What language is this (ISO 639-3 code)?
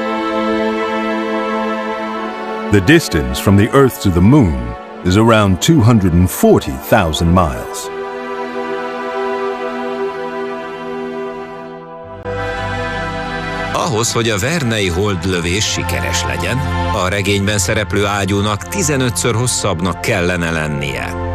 hun